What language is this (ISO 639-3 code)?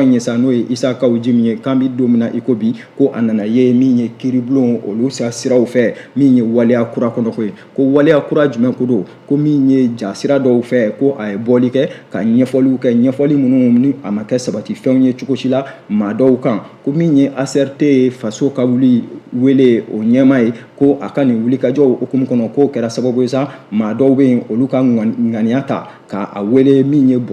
bam